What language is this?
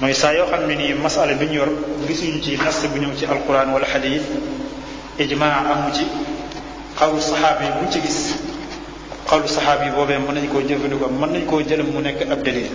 Wolof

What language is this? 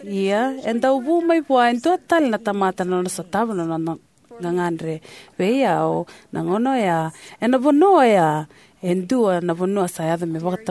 Fijian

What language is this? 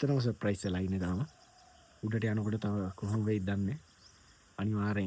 Sinhala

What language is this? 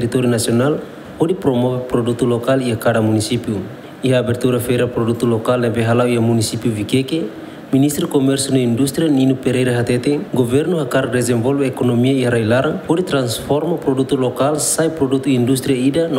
Tetum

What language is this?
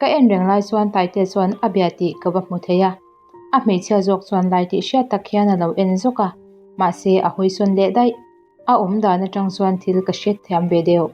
Mizo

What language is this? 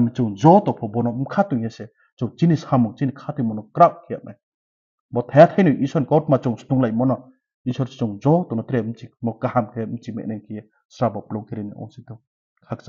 Riang (India)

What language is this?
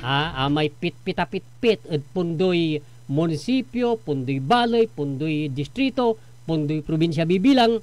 Pangasinan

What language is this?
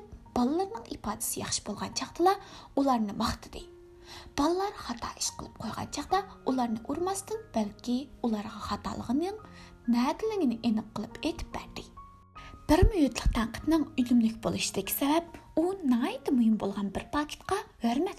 Uyghur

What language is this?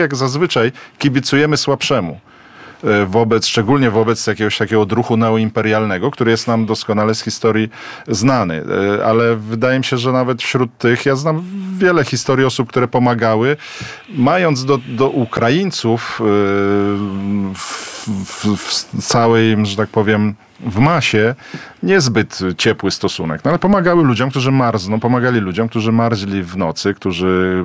Polish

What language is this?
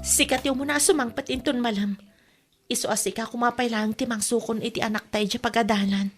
Iloko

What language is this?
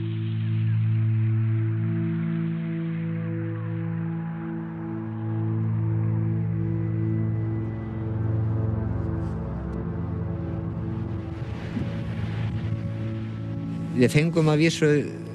Icelandic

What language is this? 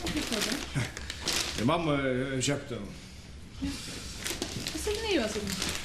Faroese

